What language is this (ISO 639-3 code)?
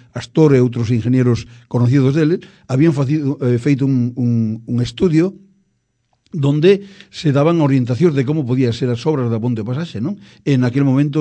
glg